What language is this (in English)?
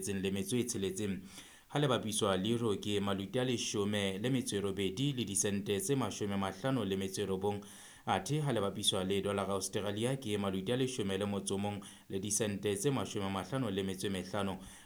Southern Sotho